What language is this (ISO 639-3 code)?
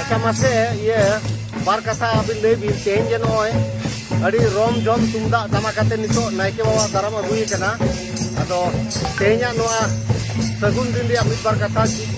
sat